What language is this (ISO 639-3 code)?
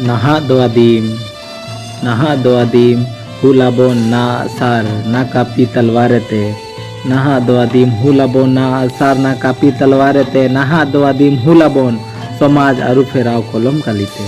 sat